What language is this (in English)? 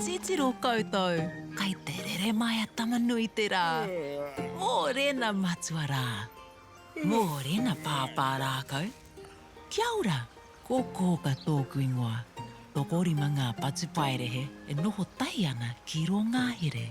Māori